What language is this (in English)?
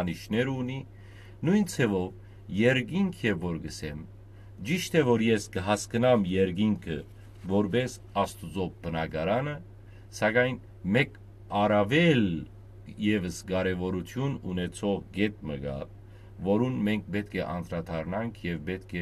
Western Armenian